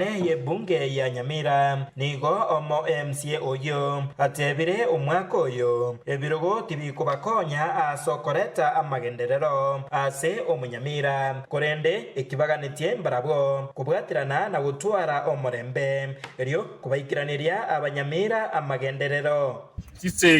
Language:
Gusii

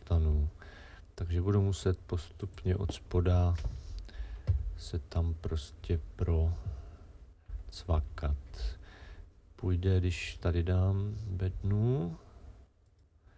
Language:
Czech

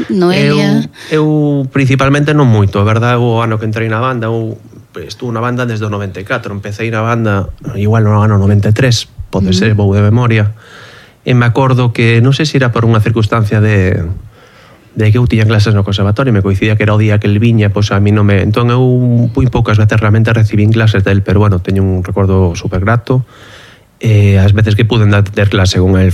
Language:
Galician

